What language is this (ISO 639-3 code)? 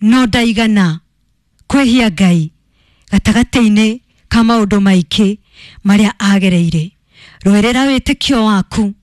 kik